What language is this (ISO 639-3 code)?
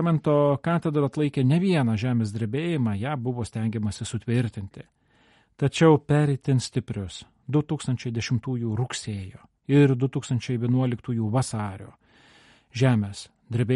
lit